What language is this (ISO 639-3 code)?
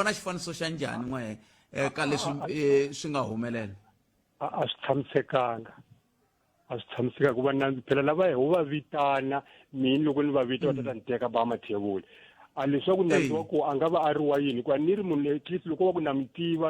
tso